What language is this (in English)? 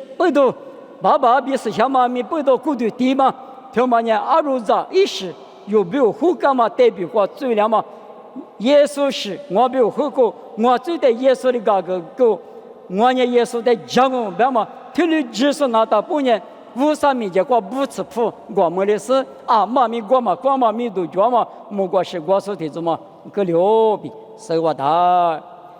Lisu